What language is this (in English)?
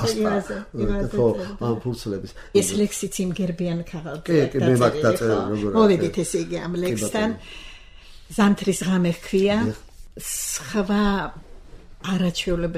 Georgian